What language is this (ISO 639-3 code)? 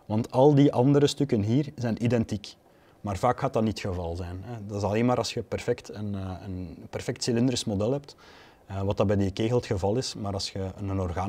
nld